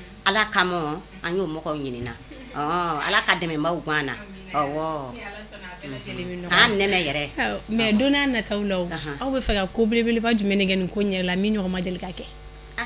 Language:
Bambara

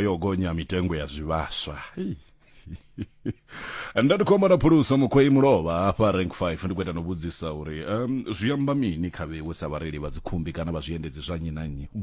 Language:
Venda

